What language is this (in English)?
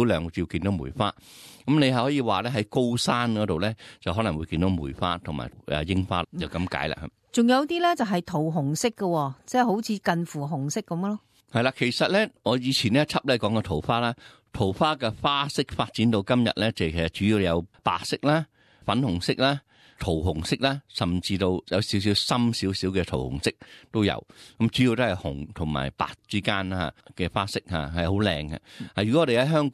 Cantonese